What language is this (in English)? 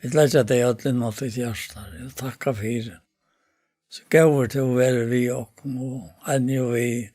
Faroese